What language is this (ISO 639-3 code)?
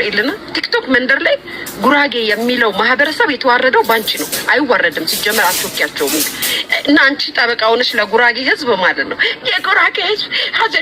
amh